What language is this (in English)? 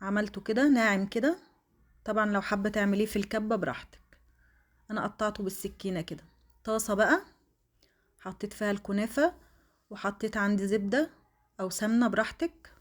Egyptian Arabic